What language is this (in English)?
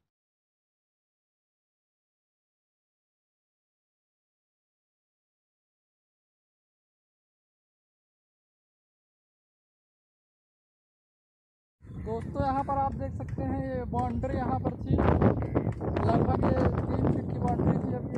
Hindi